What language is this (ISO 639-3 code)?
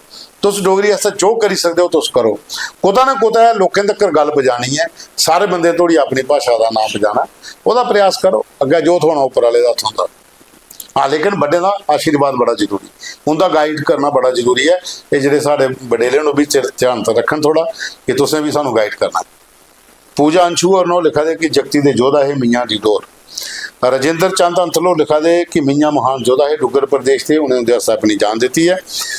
doi